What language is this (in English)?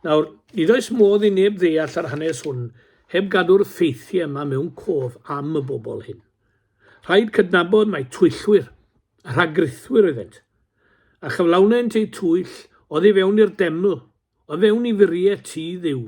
Welsh